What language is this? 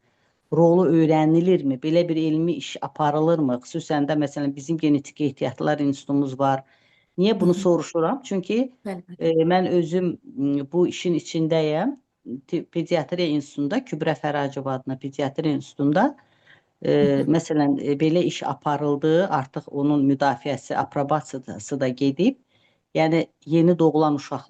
Azerbaijani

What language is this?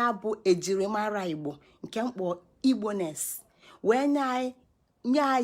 Igbo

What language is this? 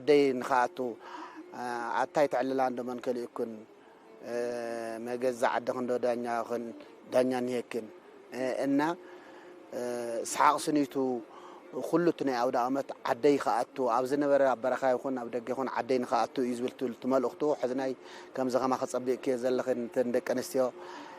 Tigrinya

